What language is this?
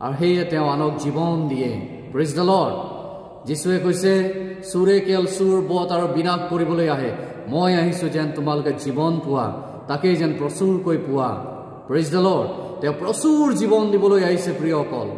Assamese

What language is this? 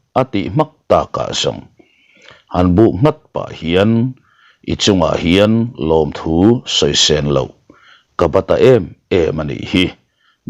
Mizo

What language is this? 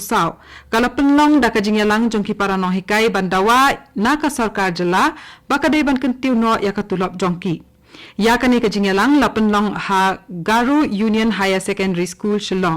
Khasi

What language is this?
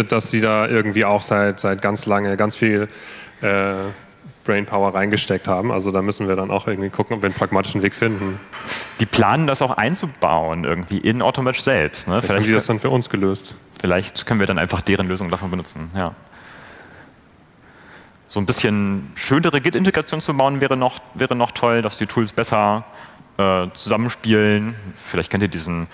German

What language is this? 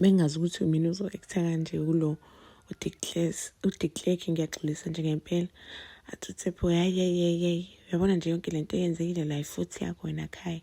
Zulu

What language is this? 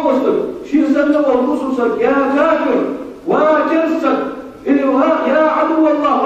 Ingush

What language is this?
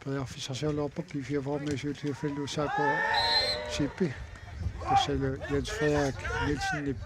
Kalaallisut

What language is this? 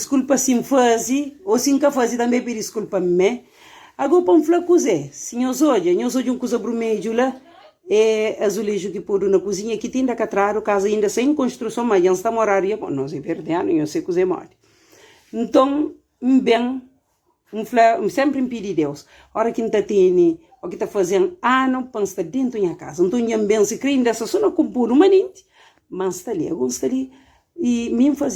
Kabuverdianu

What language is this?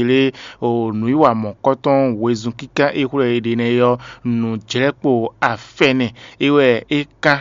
Fon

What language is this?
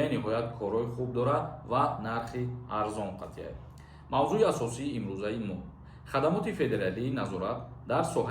Tajik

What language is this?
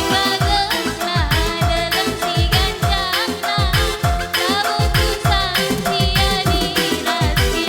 Batak Karo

